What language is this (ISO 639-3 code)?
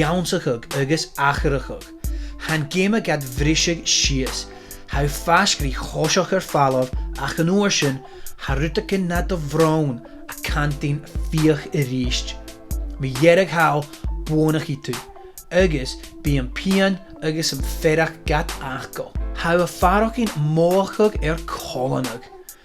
gla